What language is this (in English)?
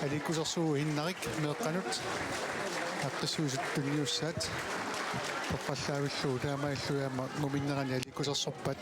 Kalaallisut